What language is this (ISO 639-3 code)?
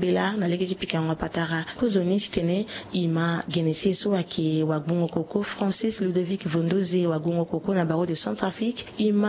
sag